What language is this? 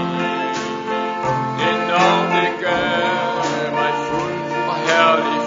Danish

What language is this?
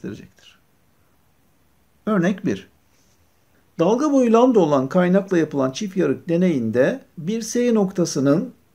Turkish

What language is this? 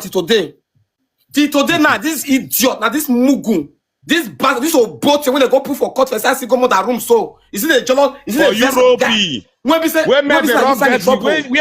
Nigerian Pidgin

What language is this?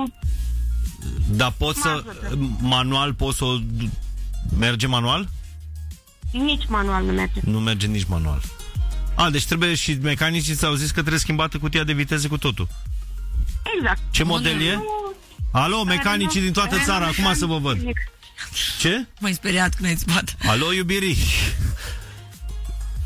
Romanian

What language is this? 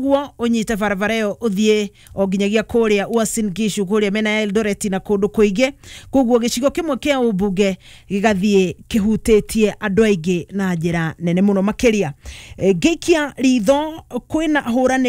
Kikuyu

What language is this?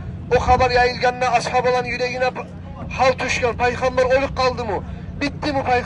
Kumyk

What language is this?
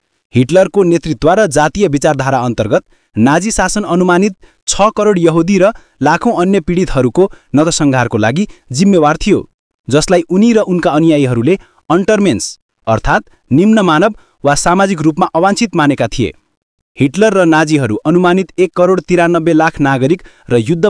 Nepali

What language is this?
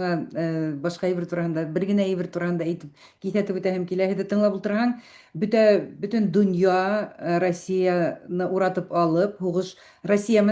Bashkir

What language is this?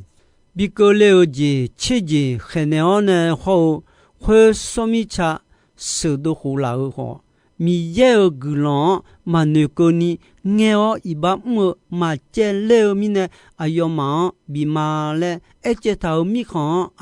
Akha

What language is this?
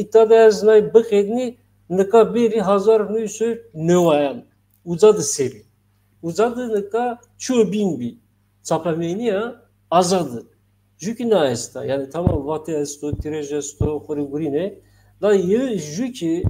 Zaza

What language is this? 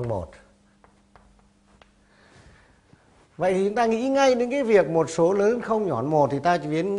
Vietnamese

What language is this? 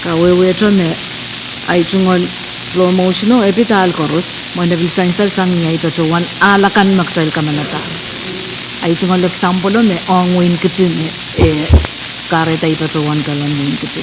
Pohnpeian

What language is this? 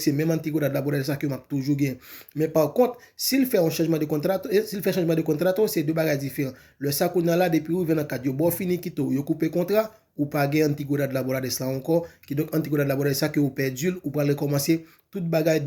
Haitian Creole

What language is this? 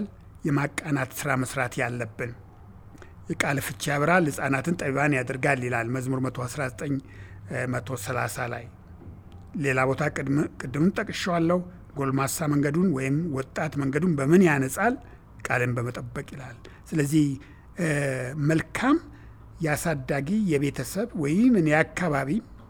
Amharic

